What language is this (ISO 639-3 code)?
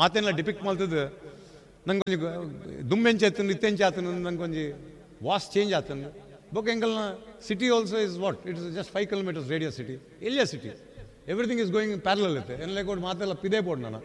tcy